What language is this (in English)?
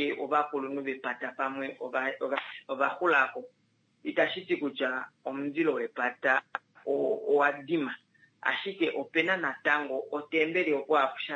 Kuanyama